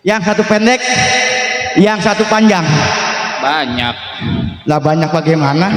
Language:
Betawi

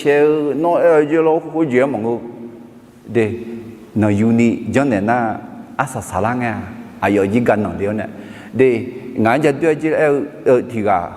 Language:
Akha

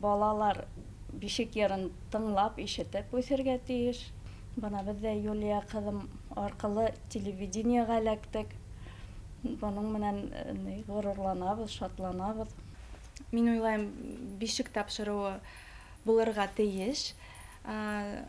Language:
Bashkir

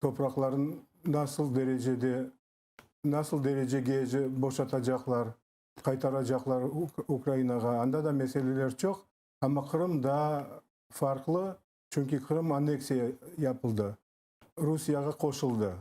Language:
Crimean Tatar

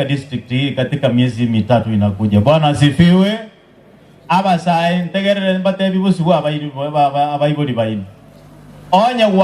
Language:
Gusii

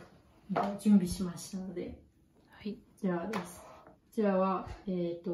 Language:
Japanese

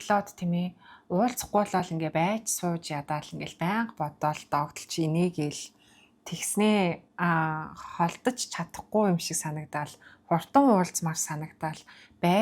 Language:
Mongolian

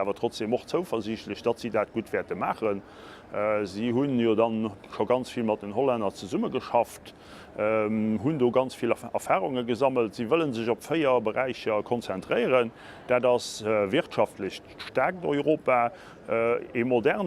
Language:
Luxembourgish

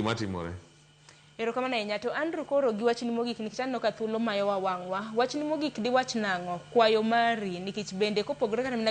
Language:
Luo (Kenya and Tanzania)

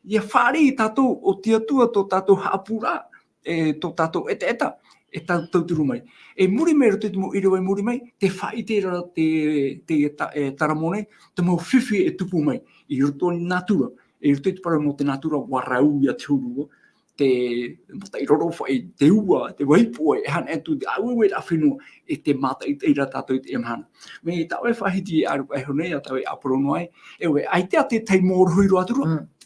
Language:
Tahitian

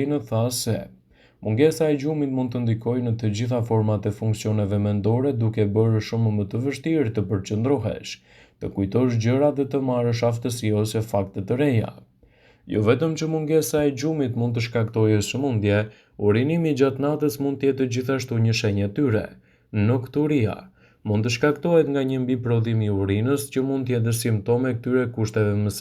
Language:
Albanian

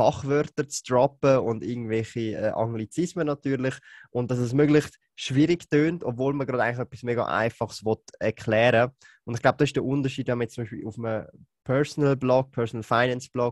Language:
German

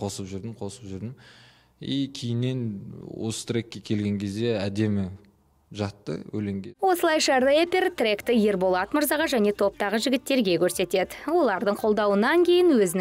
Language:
Kazakh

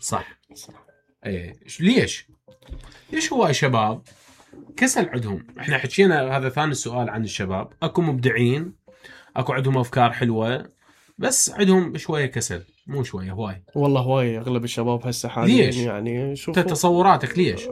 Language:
Mesopotamian Arabic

